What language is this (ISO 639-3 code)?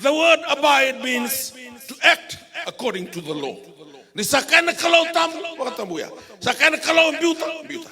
fij